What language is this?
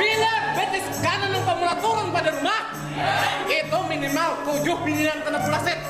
Banjar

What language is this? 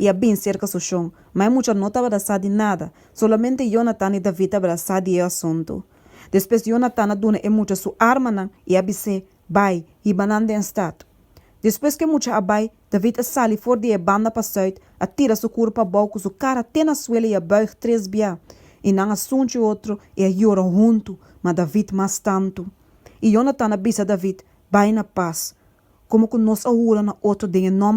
Papiamento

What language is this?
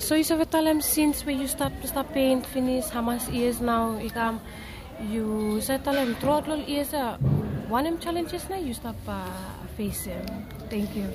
Bislama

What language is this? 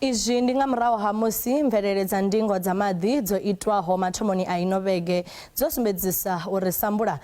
Venda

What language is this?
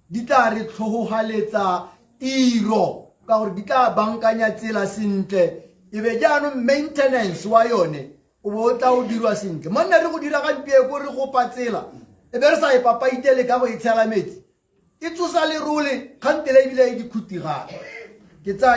Tswana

